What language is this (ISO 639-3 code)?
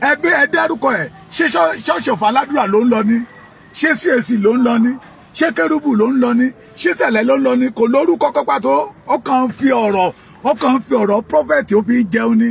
yor